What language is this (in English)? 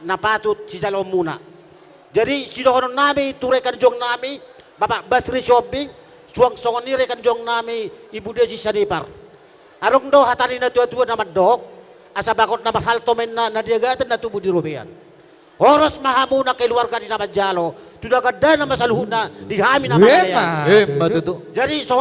Batak Toba